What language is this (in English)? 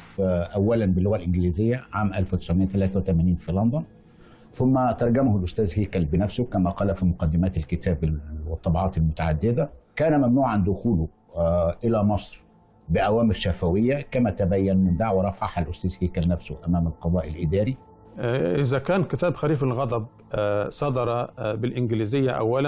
Egyptian Arabic